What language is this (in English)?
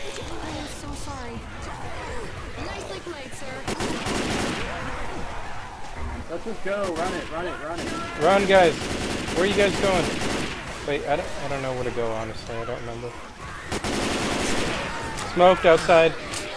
English